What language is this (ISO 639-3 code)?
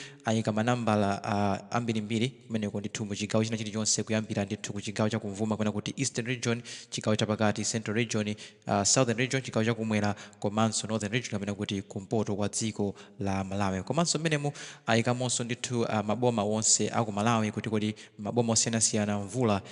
nya